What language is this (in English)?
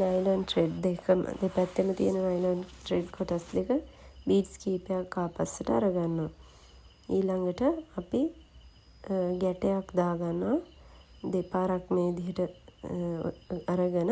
Sinhala